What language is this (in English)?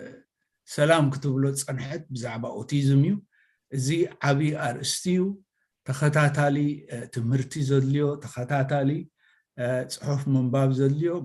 Tigrinya